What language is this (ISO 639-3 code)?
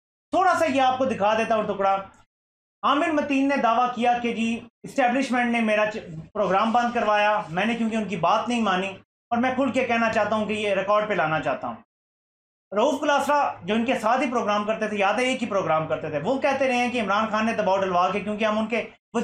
urd